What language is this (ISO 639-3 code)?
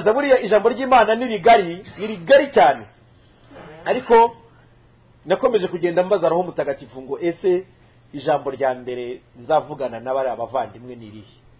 kin